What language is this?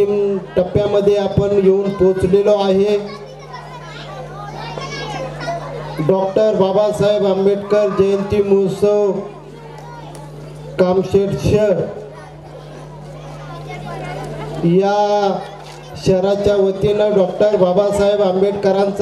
Marathi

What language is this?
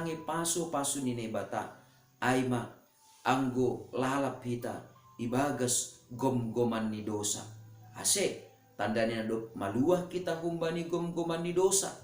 Batak Simalungun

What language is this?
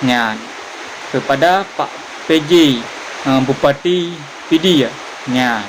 Achinese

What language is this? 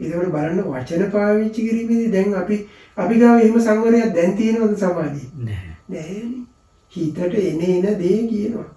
Sinhala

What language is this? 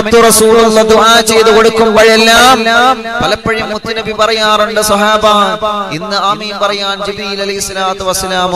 Malayalam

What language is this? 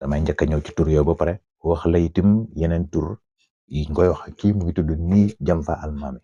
Wolof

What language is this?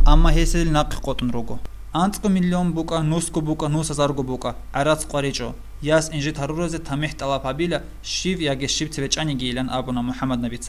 Avaric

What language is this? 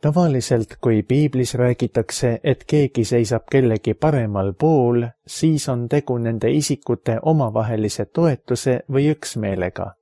Estonian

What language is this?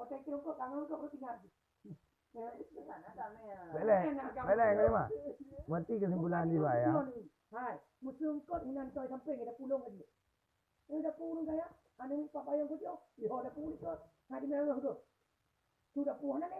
Achinese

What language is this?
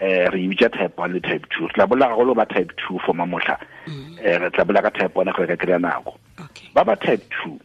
Northern Sotho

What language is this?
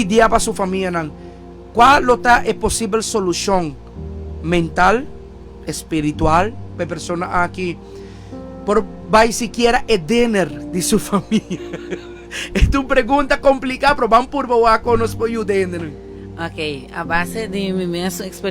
Papiamento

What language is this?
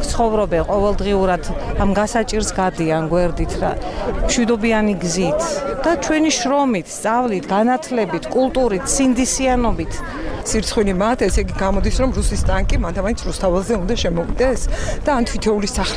Georgian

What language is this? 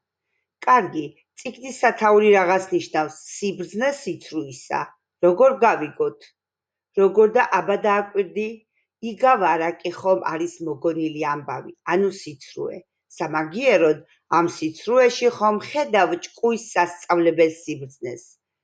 Georgian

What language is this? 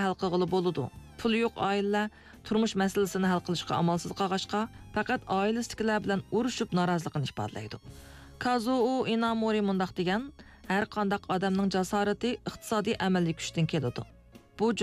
Uyghur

